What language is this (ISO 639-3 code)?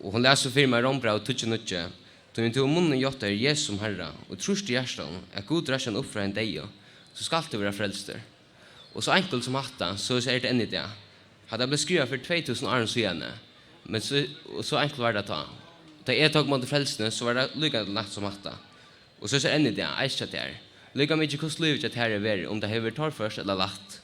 fao